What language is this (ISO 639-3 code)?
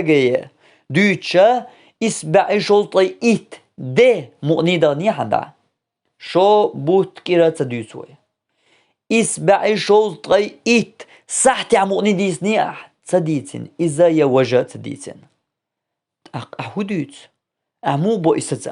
che